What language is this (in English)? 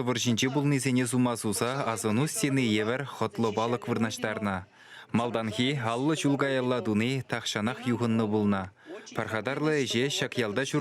Chuvash